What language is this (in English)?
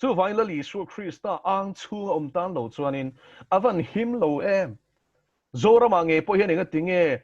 Mizo